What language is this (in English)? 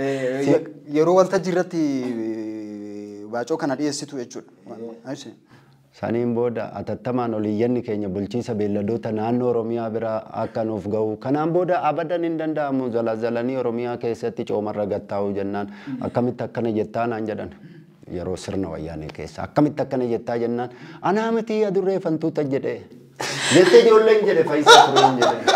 Oromo